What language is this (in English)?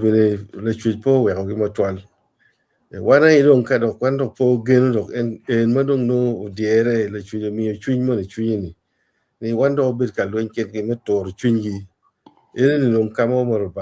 Acoli